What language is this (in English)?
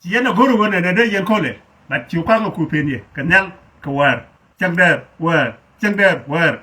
Nuer